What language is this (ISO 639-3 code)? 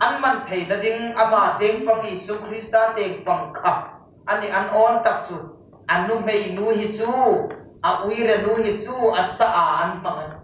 hmr